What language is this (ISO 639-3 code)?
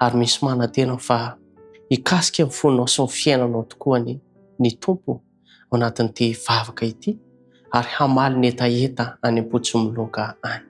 mlg